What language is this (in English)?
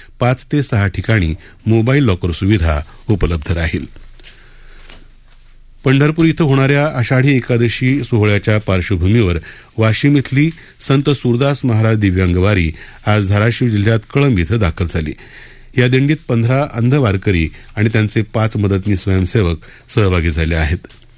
Marathi